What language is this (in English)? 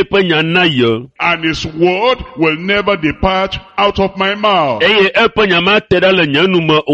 Ewe